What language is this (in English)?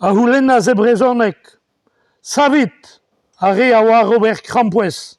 Breton